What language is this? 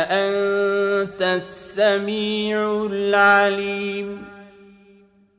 Arabic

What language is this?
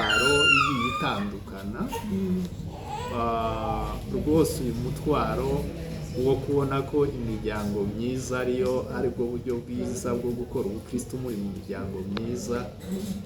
Kinyarwanda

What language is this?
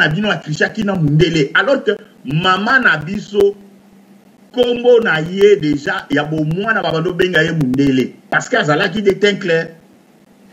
Lingala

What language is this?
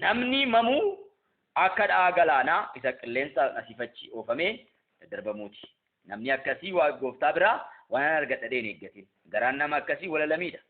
Oromo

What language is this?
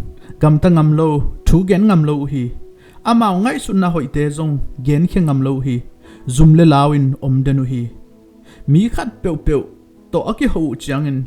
Tedim Chin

